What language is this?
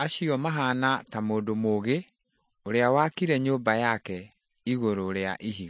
Kikuyu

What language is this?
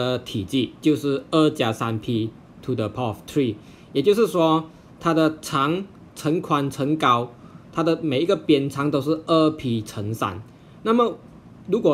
Chinese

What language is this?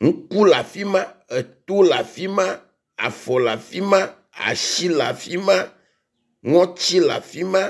Ewe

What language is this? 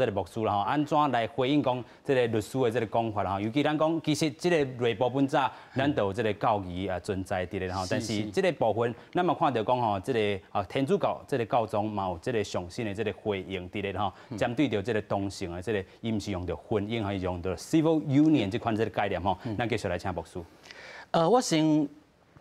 Min Nan Chinese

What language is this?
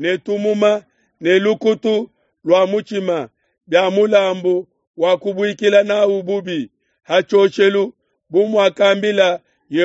Luba-Lulua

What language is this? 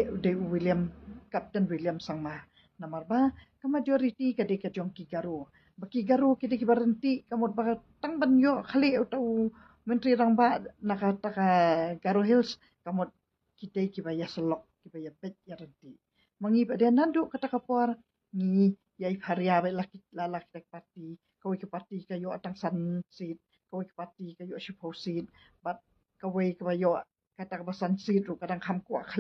Khasi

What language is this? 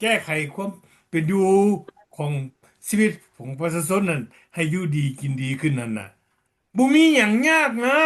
Lao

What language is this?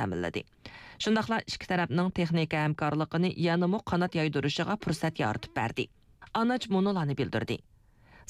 Uyghur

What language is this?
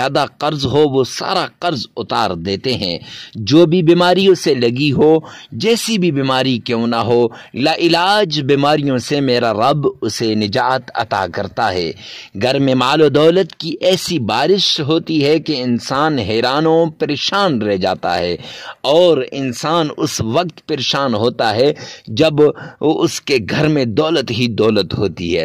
Urdu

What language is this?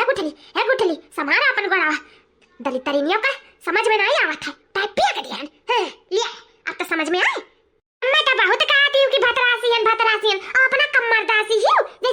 Awadhi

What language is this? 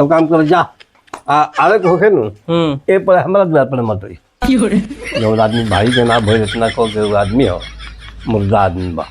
Bhojpuri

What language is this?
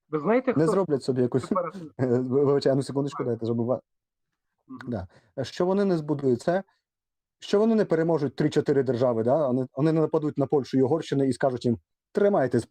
Rusyn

